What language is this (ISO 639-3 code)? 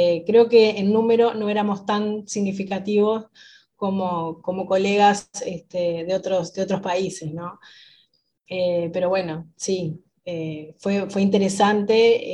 spa